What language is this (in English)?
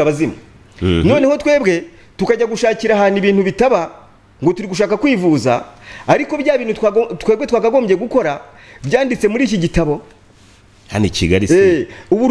Kinyarwanda